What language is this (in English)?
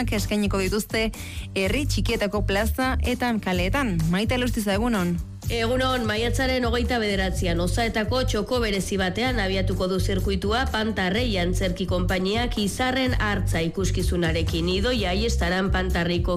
Basque